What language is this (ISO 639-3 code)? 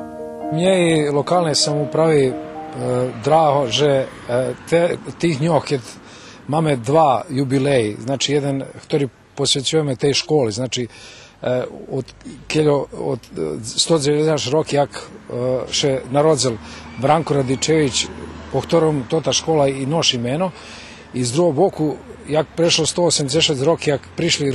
rue